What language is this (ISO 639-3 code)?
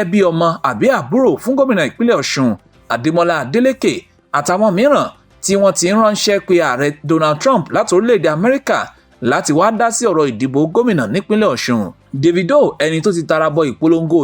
yor